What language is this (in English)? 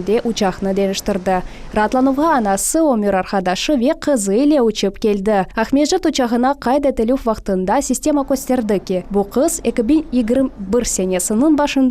Crimean Tatar